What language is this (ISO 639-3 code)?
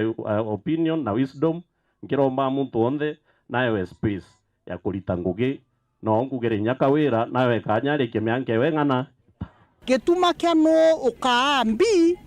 mer